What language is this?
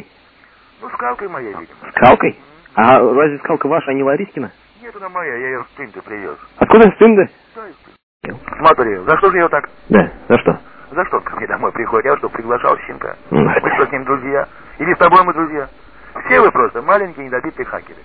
Russian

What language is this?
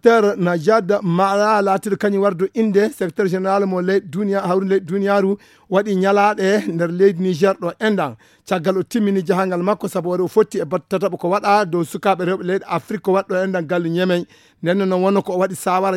Fula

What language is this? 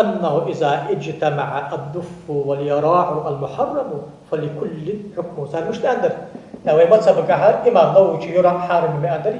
Ingush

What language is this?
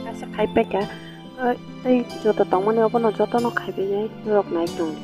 Kok Borok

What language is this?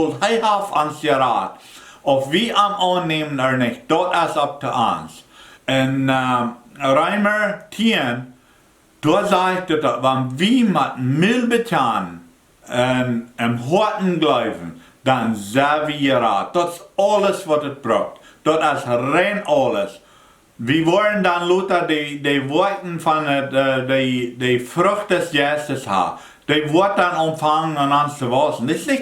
Plautdietsch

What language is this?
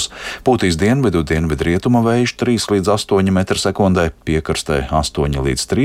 Latvian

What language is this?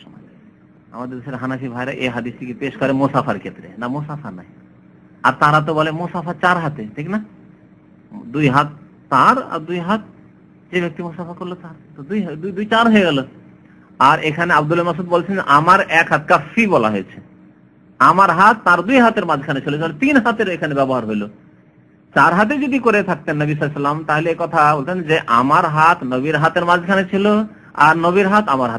Bangla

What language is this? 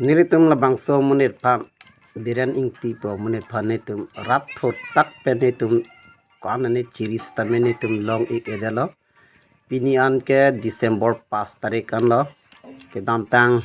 Karbi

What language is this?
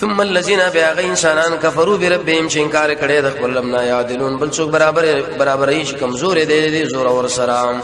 Pashto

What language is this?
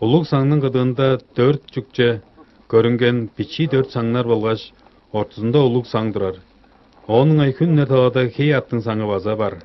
Tuvinian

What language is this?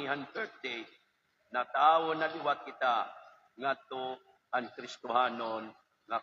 Waray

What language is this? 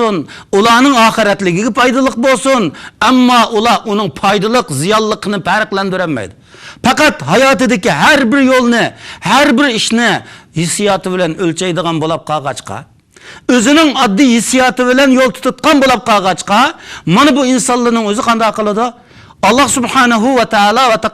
Uyghur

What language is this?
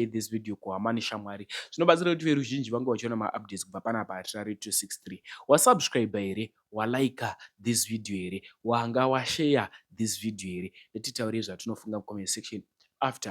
Shona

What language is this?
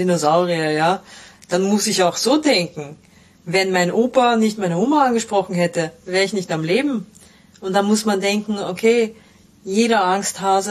German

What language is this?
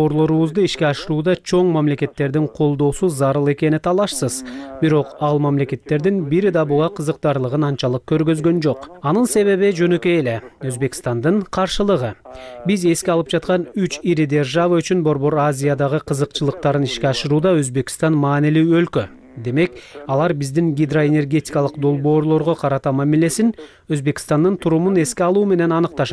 Kyrgyz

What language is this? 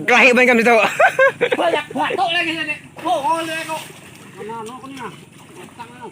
Banjar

